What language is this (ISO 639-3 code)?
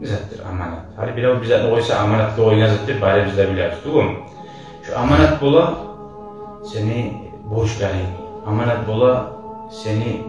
kum